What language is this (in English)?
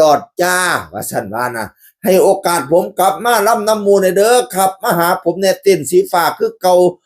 Northeastern Thai